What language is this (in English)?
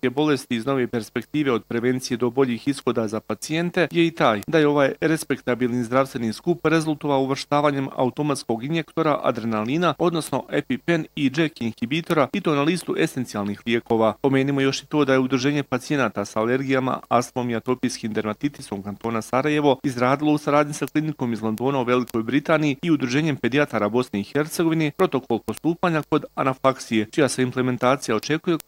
Bosnian